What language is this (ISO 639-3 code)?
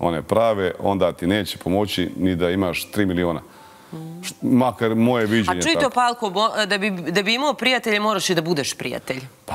srp